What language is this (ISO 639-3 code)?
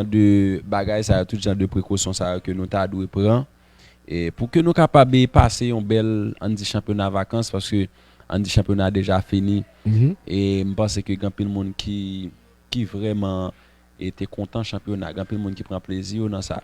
hat